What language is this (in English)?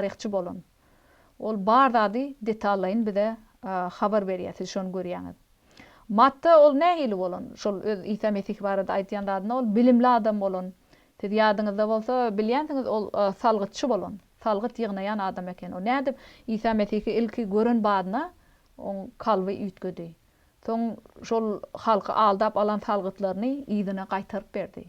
Turkmen